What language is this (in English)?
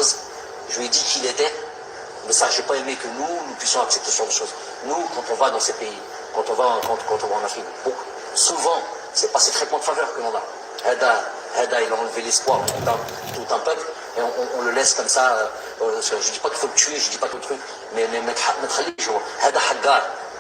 Kabyle